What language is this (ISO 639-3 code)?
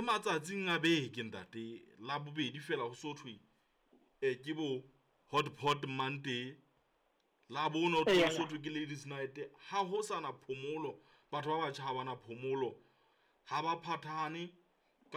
sot